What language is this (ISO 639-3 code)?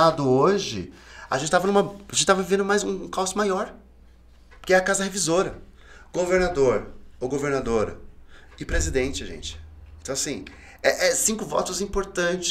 por